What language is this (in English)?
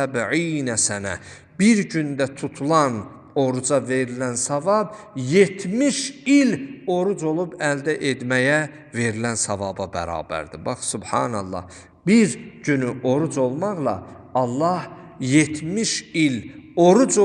Azerbaijani